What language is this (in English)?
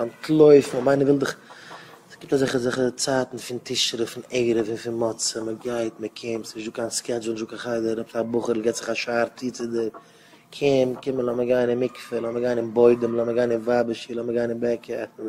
Yiddish